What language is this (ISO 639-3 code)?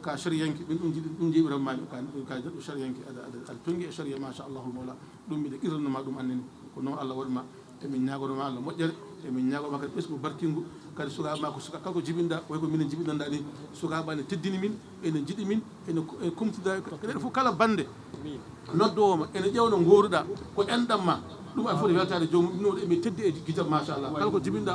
ful